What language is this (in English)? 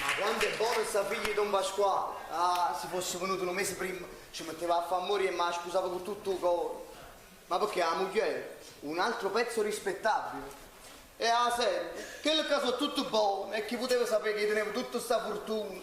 Neapolitan